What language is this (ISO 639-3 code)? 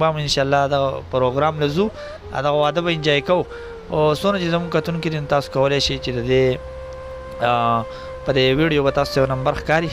pus